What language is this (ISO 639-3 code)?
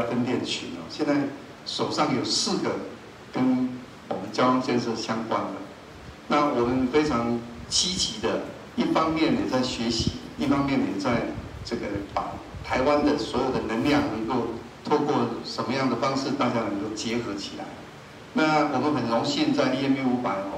zho